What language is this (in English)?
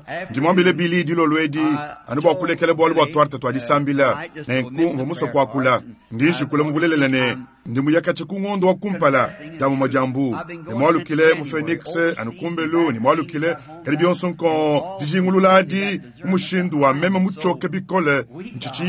Luba-Lulua